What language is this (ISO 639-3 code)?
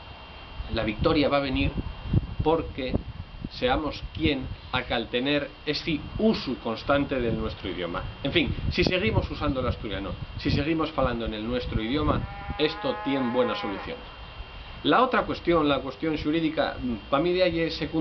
ast